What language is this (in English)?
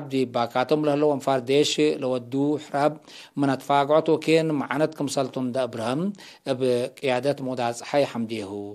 Tigre